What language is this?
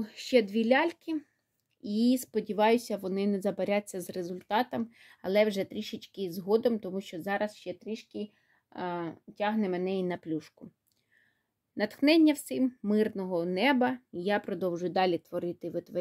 Ukrainian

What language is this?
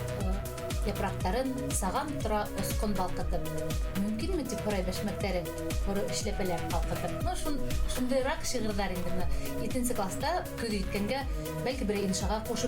Bashkir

